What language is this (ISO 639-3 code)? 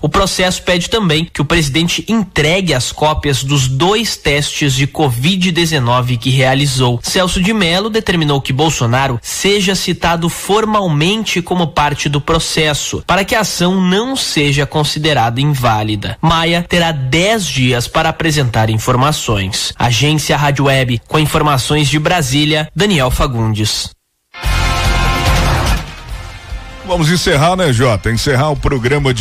por